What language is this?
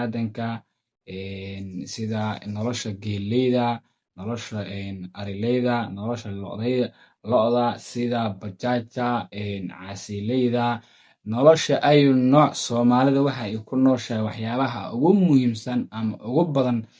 Somali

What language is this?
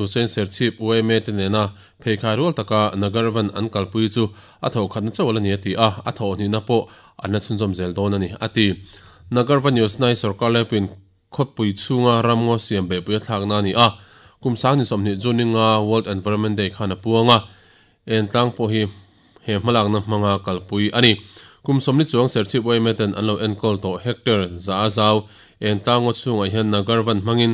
Mizo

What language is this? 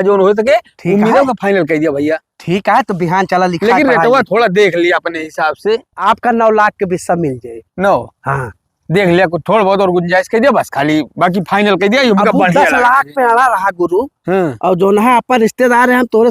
Awadhi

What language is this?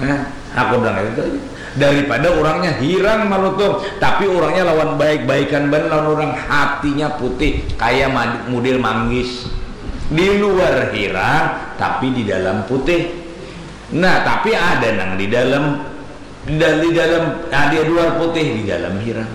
Banjar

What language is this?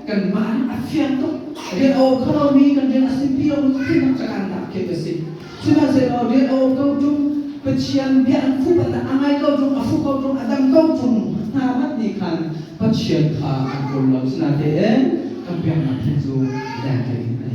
Hakha Chin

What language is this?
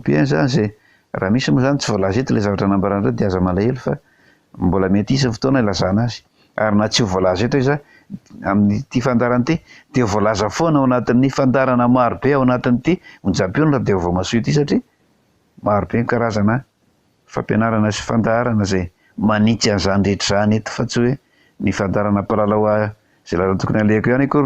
Malagasy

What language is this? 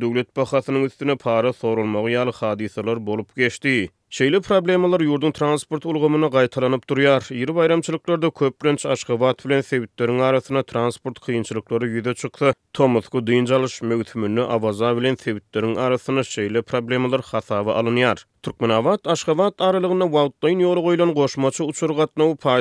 Turkmen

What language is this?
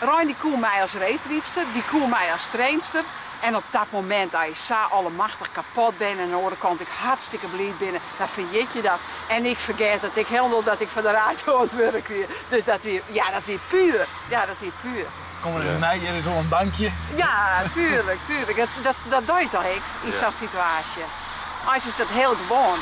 Western Frisian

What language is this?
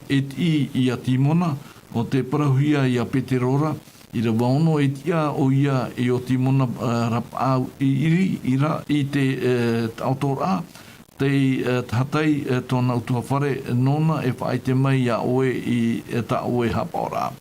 Tahitian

